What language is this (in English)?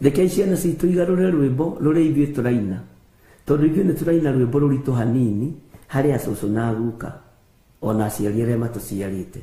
Kikuyu